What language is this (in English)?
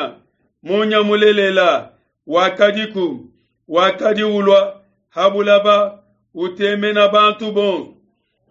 Luba-Lulua